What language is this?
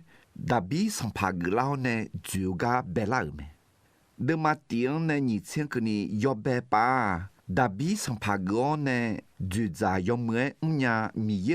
Akha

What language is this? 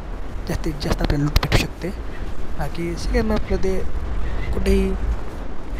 Marathi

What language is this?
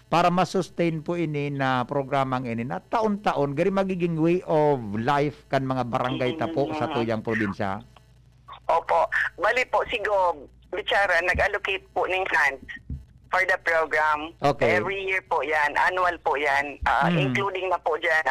Bikol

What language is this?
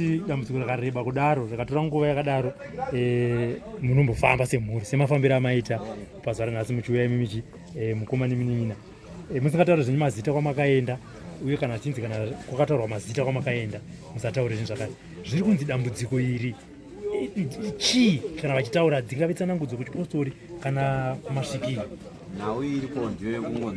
Shona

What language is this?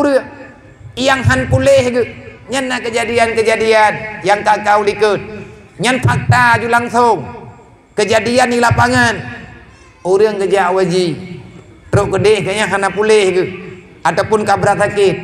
Achinese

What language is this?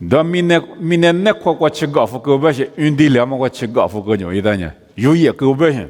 Lisu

